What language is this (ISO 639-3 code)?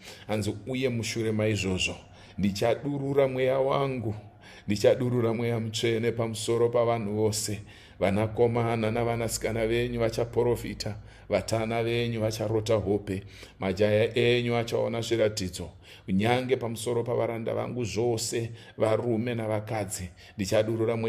sna